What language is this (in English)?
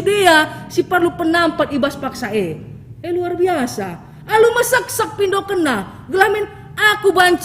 Batak Karo